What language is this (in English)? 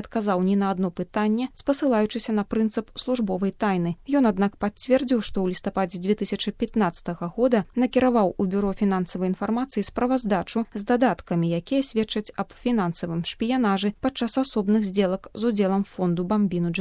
Belarusian